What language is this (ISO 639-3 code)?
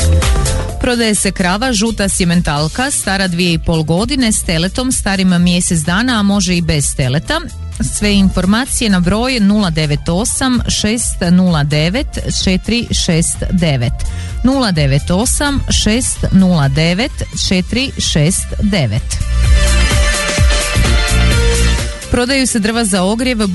hrv